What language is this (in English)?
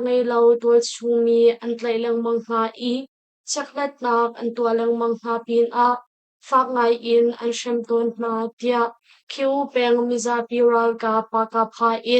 Hakha Chin